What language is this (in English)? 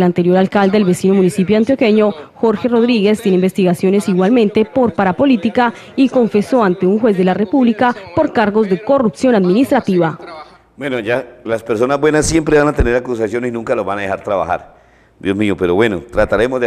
Spanish